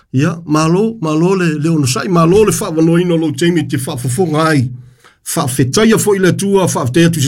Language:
Samoan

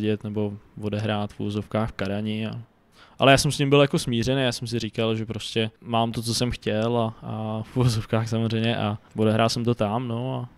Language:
Czech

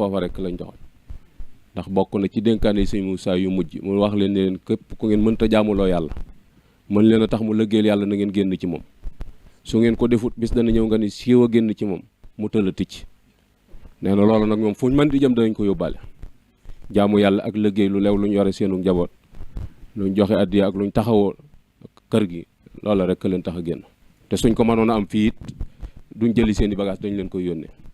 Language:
Wolof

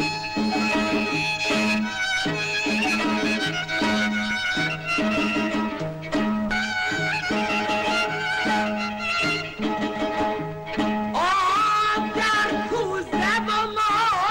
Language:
Persian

